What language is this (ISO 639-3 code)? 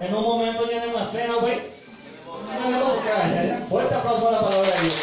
grn